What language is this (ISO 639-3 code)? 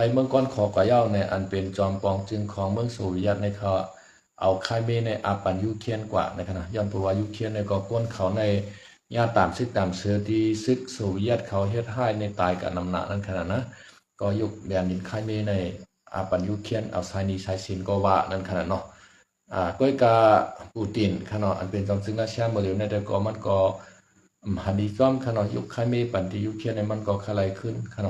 shn